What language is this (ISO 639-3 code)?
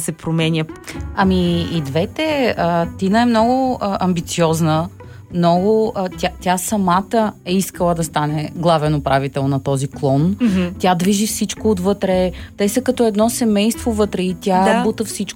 bul